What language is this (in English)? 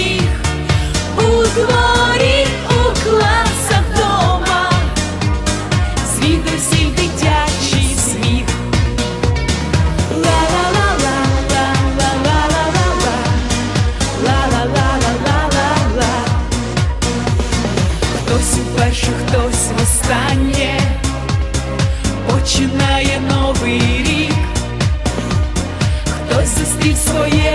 Ukrainian